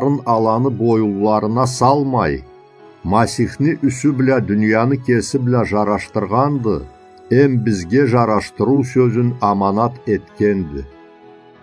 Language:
Karachay-Balkar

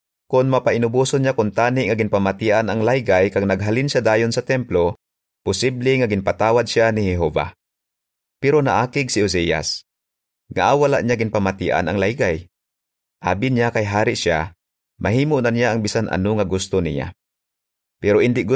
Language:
Hiligaynon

